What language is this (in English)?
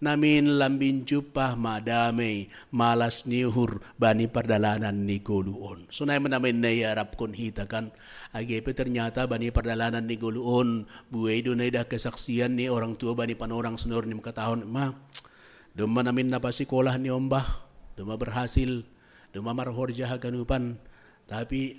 Batak Simalungun